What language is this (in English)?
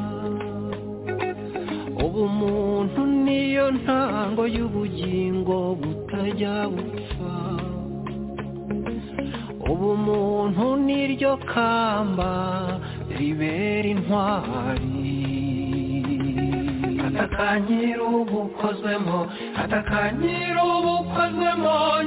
Kinyarwanda